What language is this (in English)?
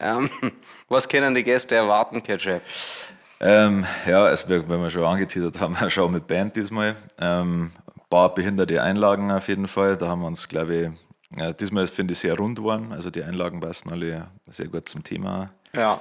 Bavarian